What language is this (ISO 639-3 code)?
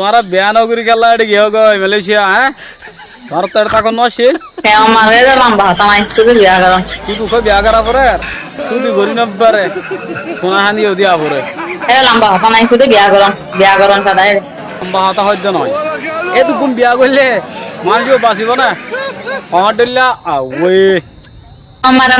rhg